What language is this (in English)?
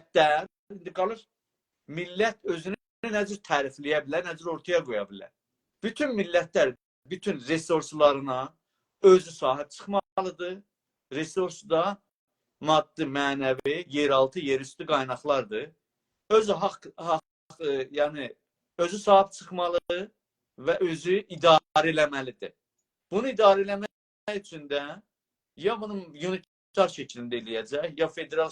South Azerbaijani